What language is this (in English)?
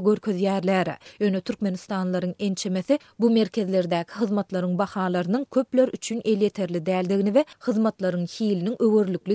Turkmen